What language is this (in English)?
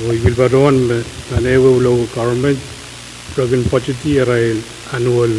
Pohnpeian